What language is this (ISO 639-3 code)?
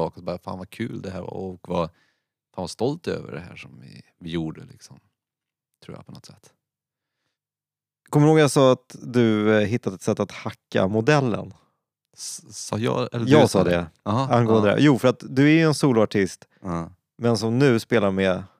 swe